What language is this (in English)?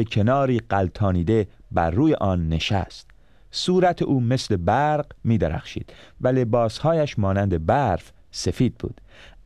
Persian